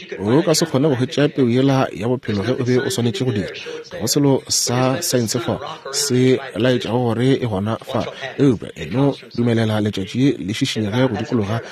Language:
Northern Sotho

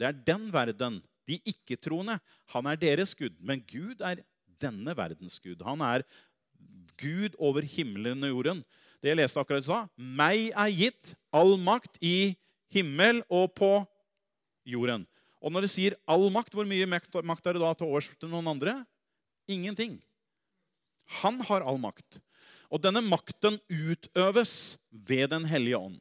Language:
Norwegian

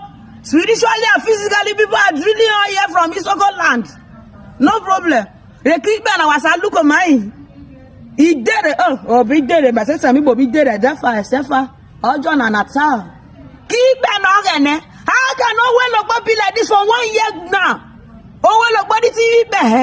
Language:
Nigerian Pidgin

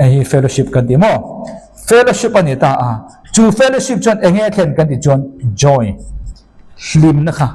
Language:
Mizo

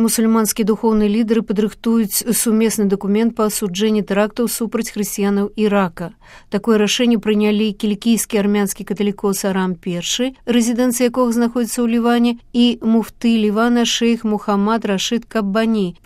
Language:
Belarusian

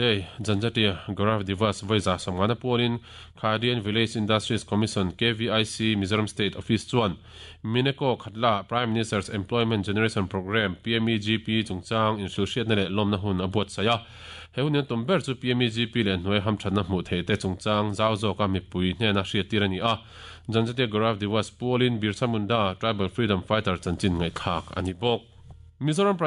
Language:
Mizo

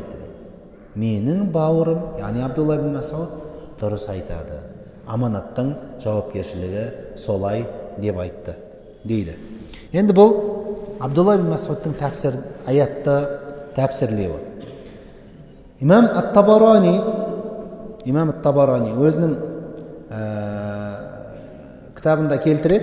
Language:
Kazakh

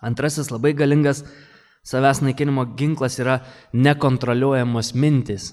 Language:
Lithuanian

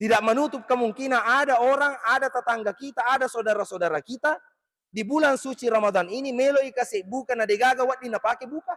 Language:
Buginese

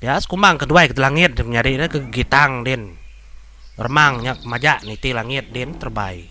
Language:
Iban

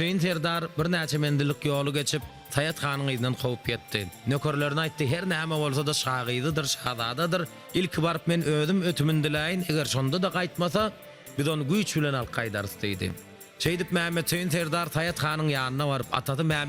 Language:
Turkmen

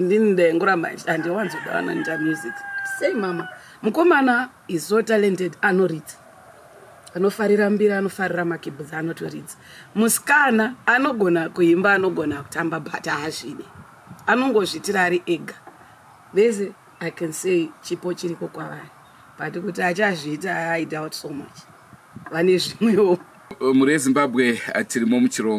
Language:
Shona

